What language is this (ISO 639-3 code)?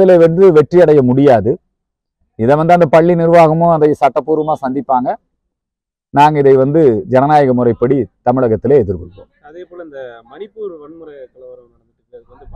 tam